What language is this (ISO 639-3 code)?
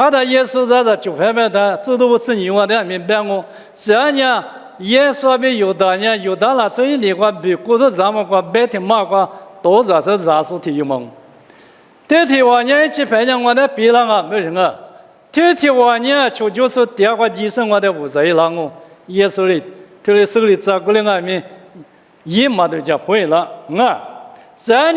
lis